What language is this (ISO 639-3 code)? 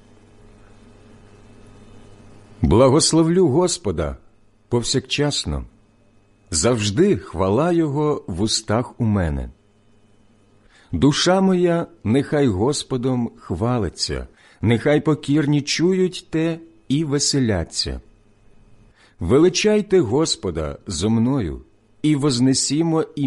ukr